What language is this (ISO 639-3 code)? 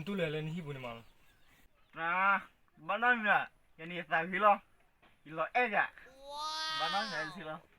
ksw